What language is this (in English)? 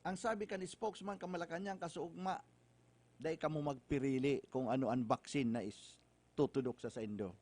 Bikol